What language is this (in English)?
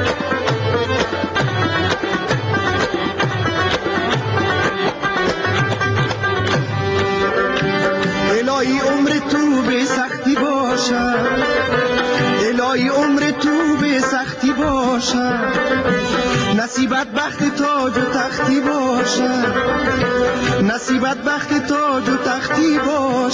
Persian